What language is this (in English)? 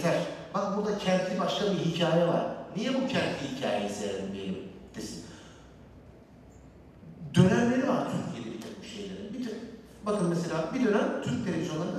Turkish